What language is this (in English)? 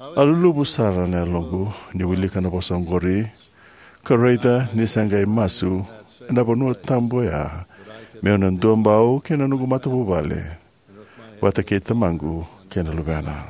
Fijian